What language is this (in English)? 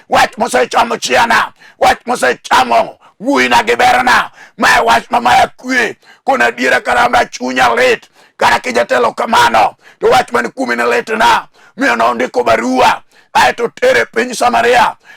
Luo (Kenya and Tanzania)